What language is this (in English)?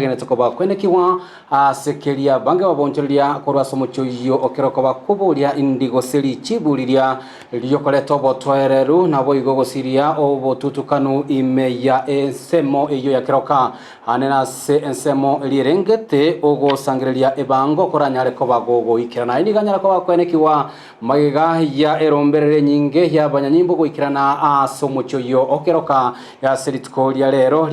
Gusii